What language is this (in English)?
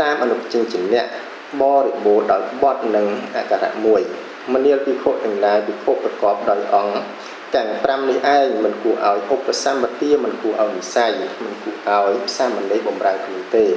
Khmer